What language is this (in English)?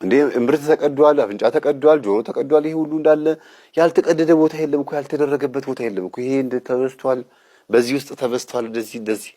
Amharic